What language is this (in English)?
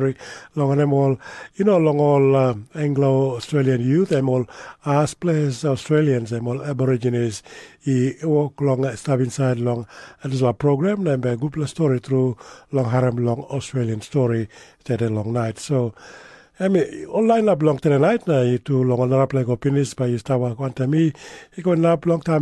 Tok Pisin